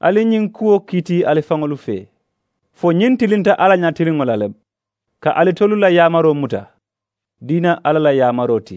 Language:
Mandingo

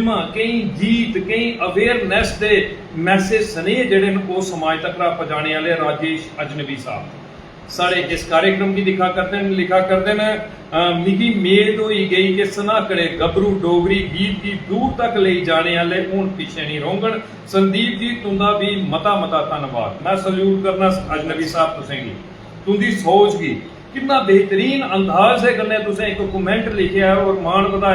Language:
Dogri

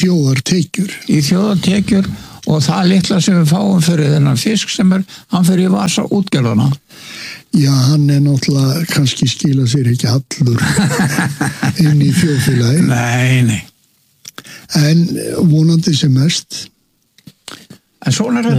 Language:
Icelandic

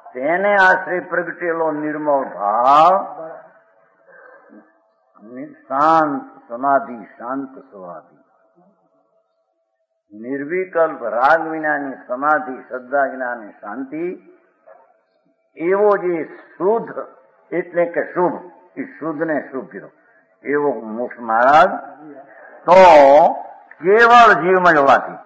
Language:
Gujarati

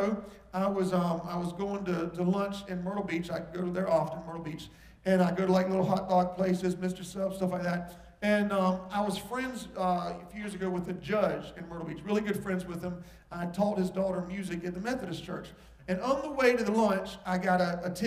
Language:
English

